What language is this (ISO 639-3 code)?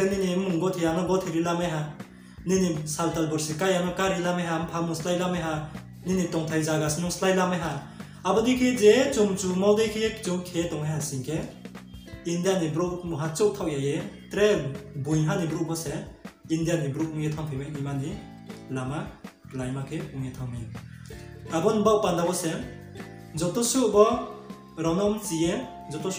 ria